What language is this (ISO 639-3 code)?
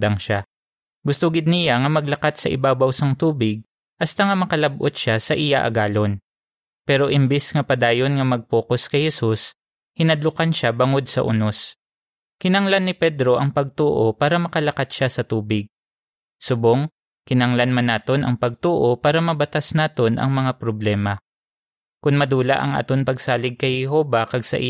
hil